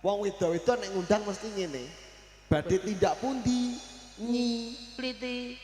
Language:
Javanese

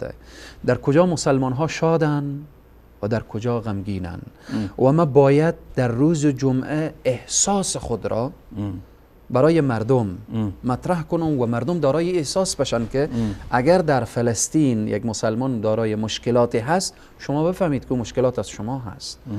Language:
Persian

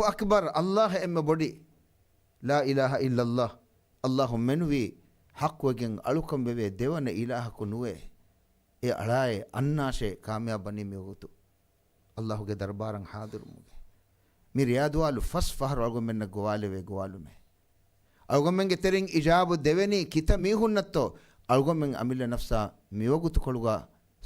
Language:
Divehi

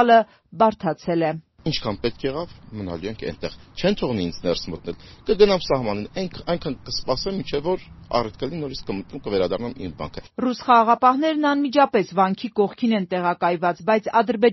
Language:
Armenian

